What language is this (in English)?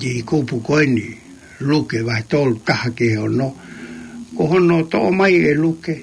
Tongan